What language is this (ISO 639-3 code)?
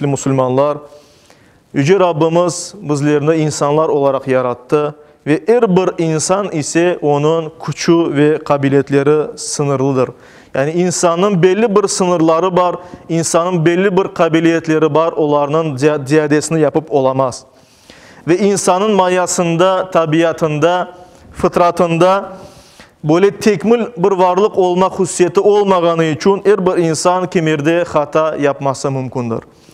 crh